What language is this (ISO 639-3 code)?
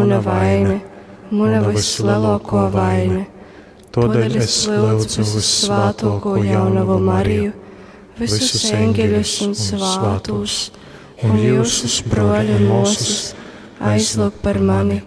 ltg